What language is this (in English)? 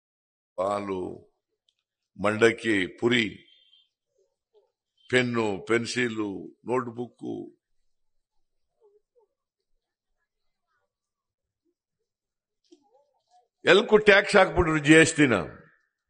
Kannada